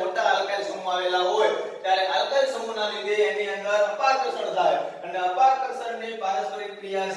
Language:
Gujarati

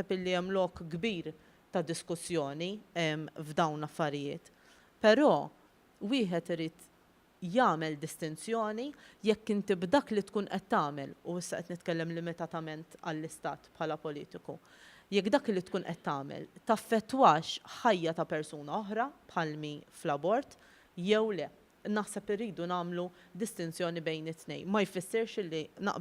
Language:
Maltese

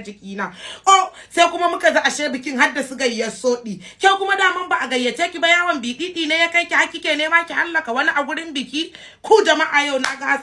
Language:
Hausa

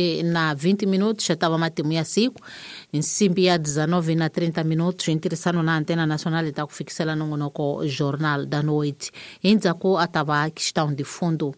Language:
Tsonga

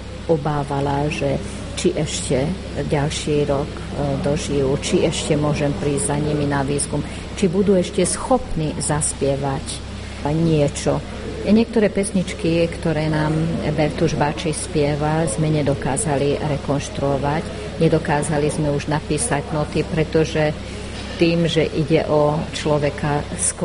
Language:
Slovak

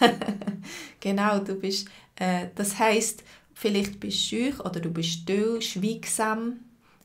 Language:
Swiss German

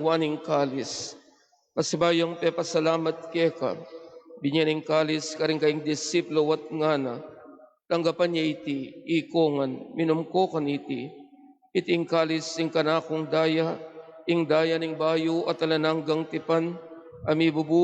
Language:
Pampanga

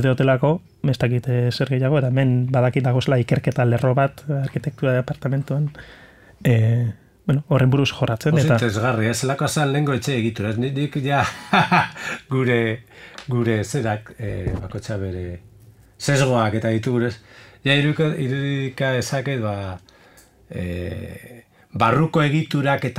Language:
Basque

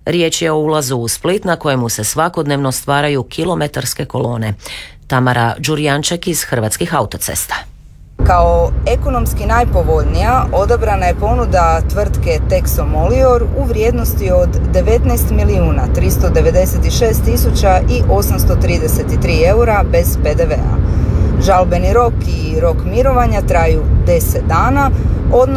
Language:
Croatian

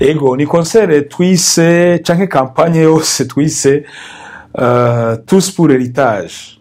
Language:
Rundi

